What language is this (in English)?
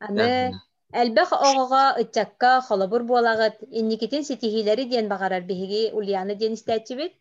Yakut